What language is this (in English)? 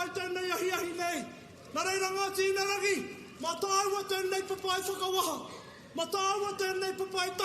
Māori